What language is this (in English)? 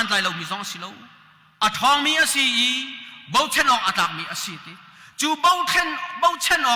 Hakha Chin